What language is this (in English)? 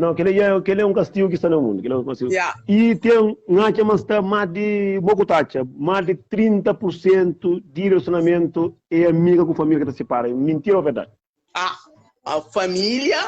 Kabuverdianu